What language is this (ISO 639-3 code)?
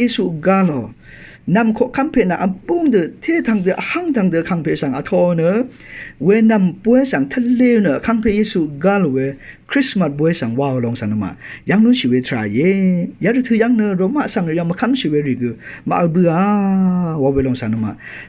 raw